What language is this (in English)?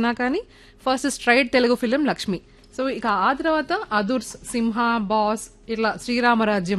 Telugu